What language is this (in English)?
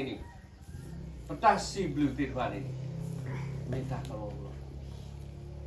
S'gaw Karen